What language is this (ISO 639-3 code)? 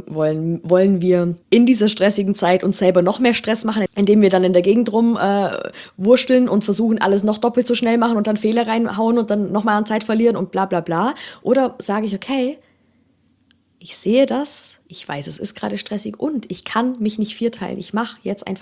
deu